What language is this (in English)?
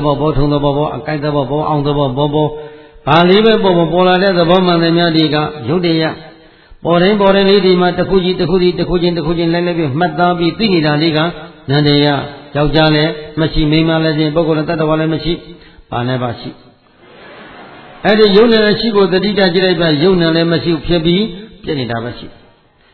Burmese